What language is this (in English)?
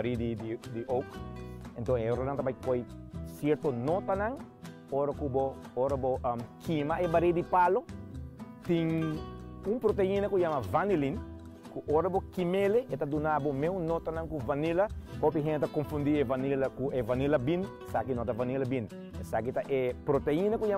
Papiamento